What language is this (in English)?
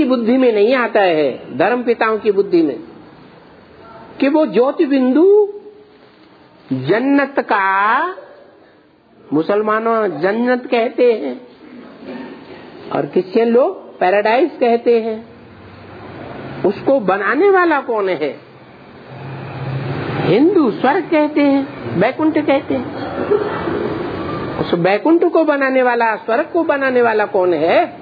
Hindi